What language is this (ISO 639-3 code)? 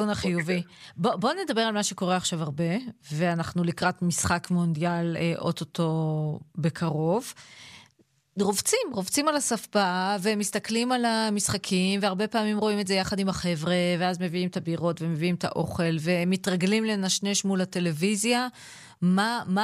heb